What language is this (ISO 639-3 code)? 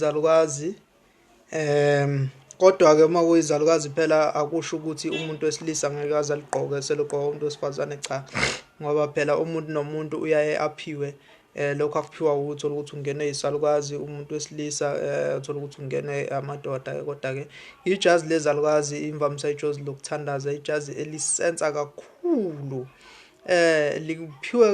zul